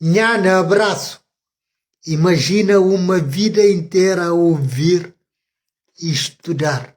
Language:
Kabuverdianu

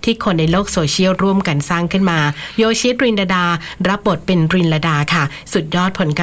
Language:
Thai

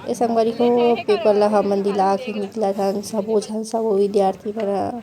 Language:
Chhattisgarhi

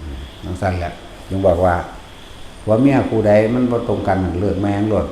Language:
Northeastern Thai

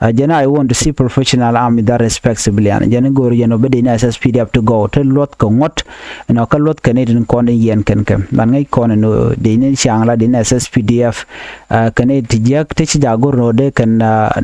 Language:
Nuer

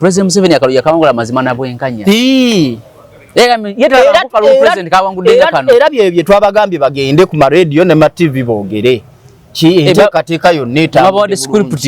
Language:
Ganda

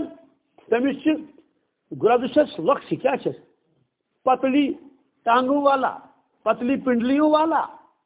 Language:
Kashmiri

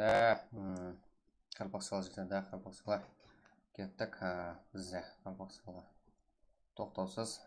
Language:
Kara-Kalpak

